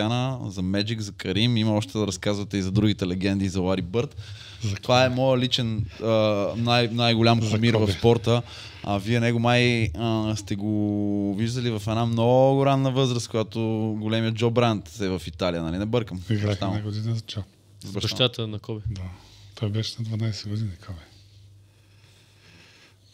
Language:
Bulgarian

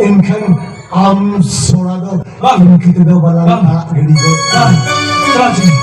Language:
Santali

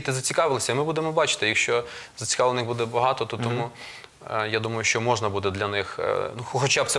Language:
Ukrainian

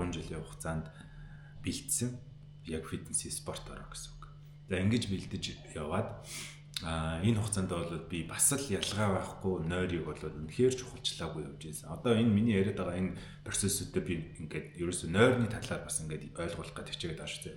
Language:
Mongolian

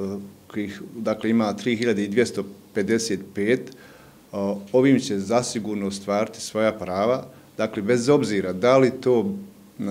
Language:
Bosnian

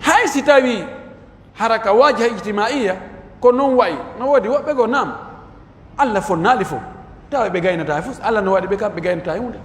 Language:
Pular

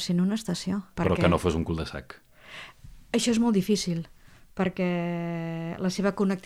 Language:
Catalan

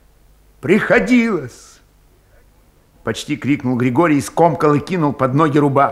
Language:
Russian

